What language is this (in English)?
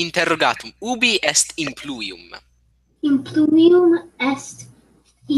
Latin